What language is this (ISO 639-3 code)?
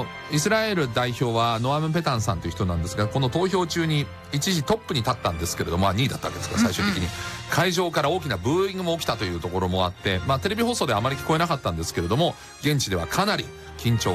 jpn